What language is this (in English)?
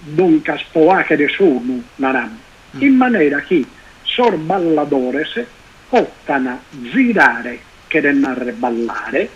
Sardinian